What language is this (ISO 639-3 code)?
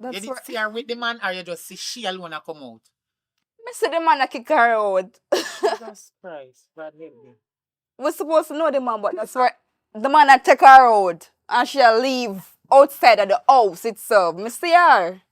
jam